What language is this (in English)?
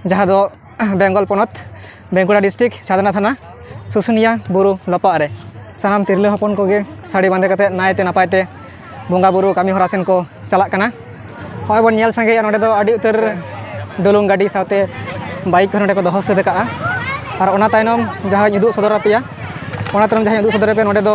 Santali